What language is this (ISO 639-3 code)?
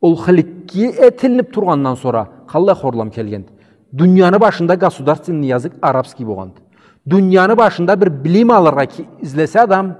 krc